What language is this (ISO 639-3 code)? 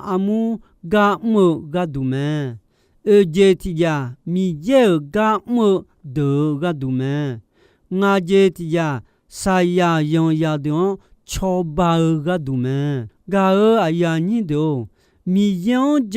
ahk